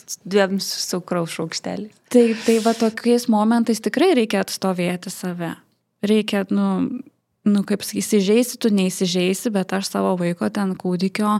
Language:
Lithuanian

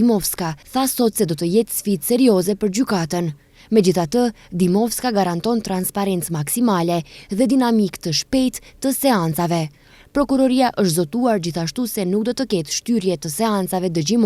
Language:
Albanian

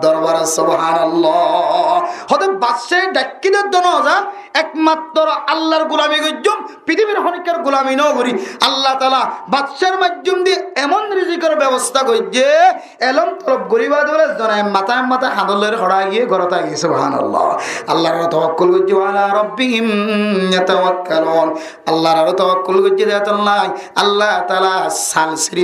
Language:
Rohingya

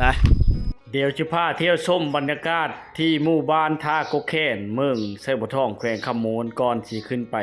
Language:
Lao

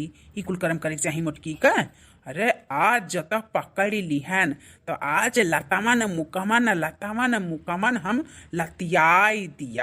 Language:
Awadhi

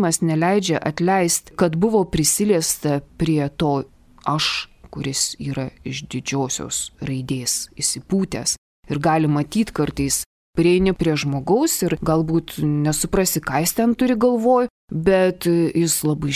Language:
Lithuanian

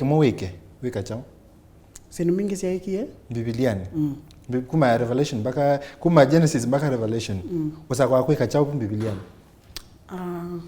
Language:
Kamba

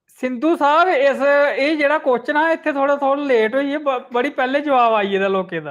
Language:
Dogri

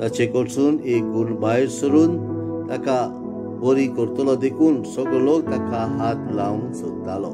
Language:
Konkani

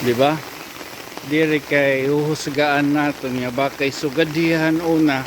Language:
Waray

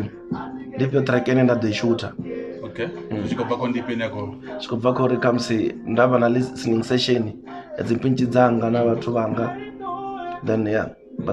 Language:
Venda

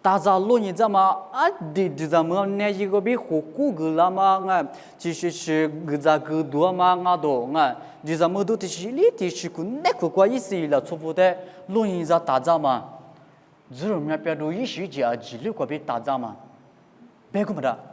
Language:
Lisu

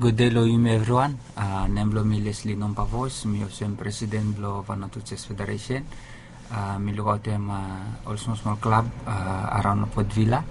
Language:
Bislama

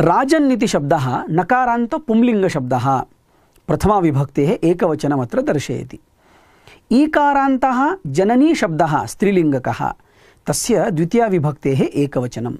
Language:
Sanskrit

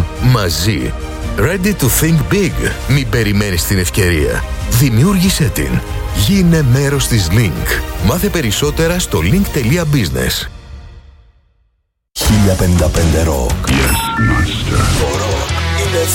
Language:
Greek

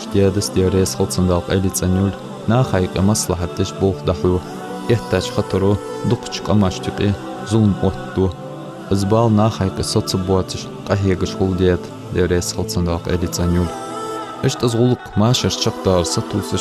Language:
Ingush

